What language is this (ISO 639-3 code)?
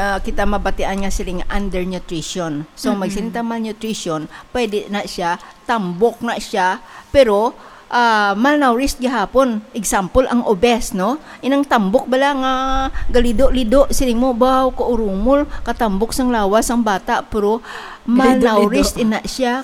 hil